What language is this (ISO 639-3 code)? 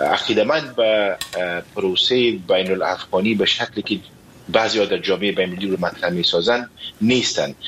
fas